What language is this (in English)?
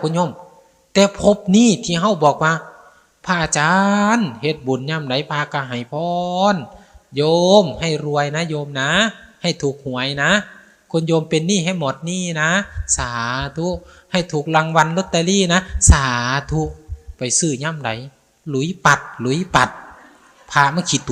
Northeastern Thai